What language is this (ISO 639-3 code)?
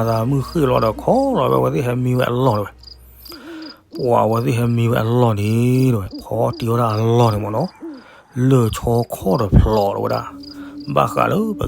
ksw